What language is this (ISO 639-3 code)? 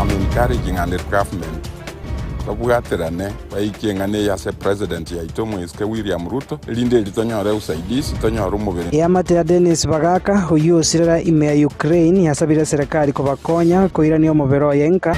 guz